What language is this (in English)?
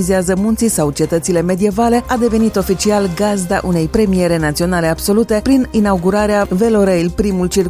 Romanian